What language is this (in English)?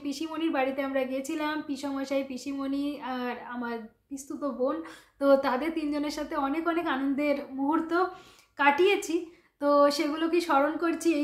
Bangla